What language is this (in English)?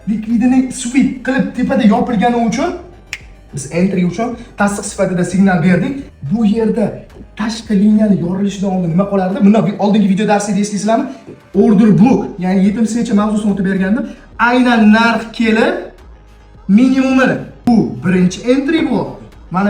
Uzbek